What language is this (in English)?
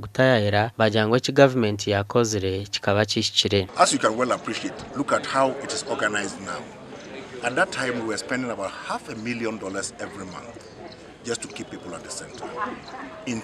Nyankole